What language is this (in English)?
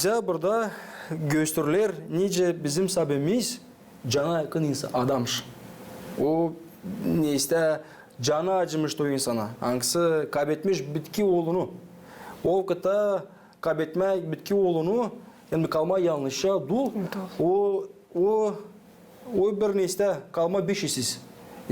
Gagauz